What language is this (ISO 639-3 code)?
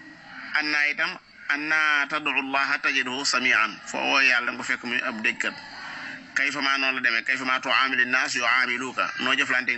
wol